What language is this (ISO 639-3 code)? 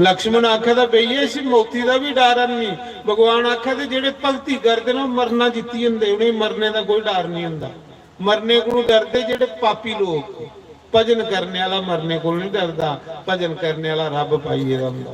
doi